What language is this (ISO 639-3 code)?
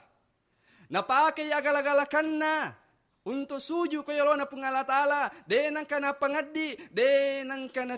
bug